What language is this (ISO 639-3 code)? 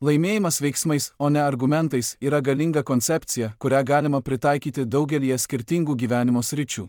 lit